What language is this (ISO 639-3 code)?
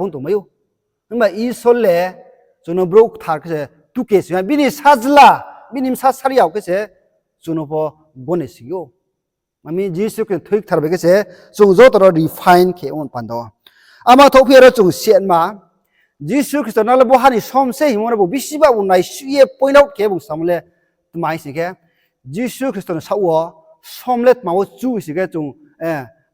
ria